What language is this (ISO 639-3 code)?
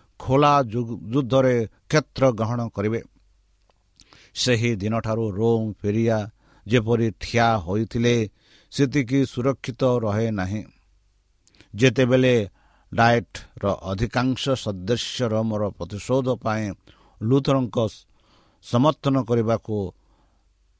ori